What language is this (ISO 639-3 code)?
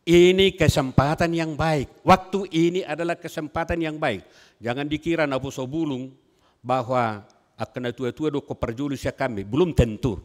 bbc